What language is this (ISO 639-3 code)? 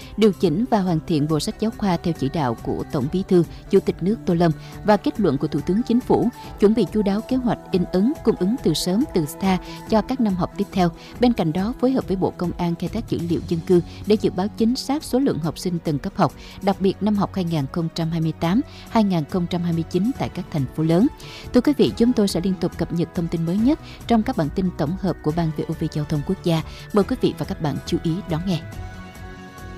vie